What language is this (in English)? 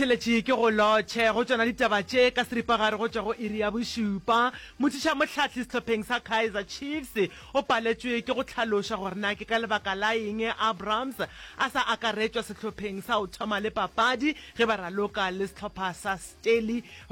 Northern Sotho